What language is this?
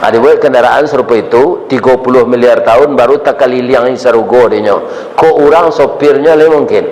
Minangkabau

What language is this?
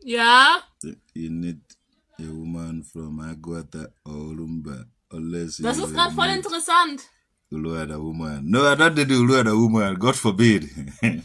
Igbo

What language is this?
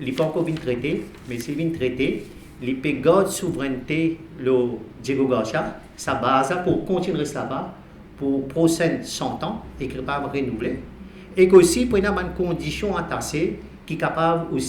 Morisyen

